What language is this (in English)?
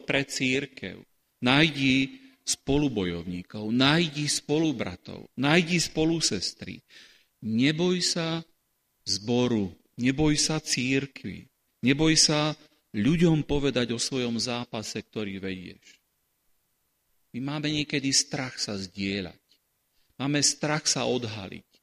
Slovak